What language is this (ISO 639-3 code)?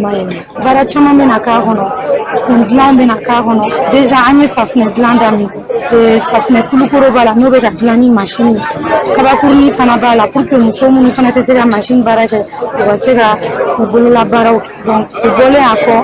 bam